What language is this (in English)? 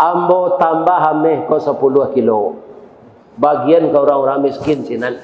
Minangkabau